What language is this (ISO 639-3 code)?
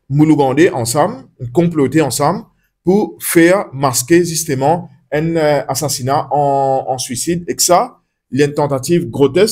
mfe